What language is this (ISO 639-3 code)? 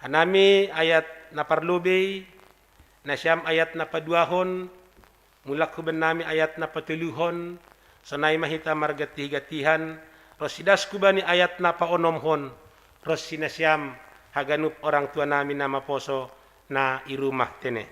bts